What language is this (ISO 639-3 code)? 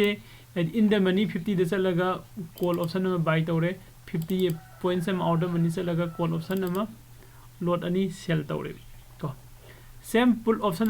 mni